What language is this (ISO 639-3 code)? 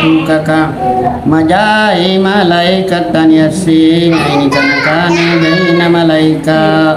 mak